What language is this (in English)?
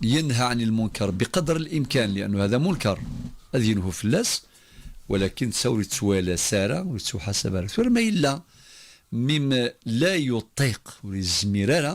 Kabyle